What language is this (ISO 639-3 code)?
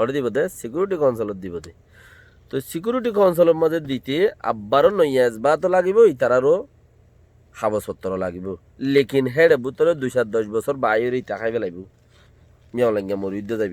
rhg